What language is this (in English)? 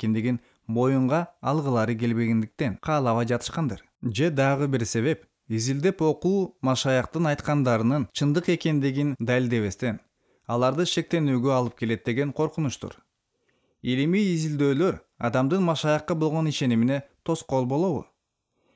Kyrgyz